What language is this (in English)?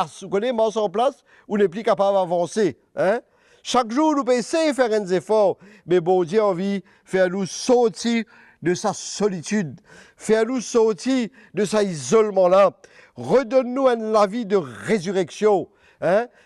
Morisyen